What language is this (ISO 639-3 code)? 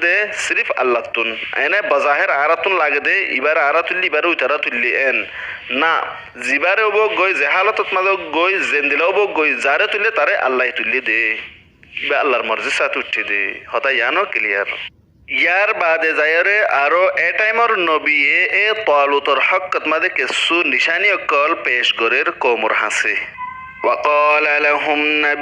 rhg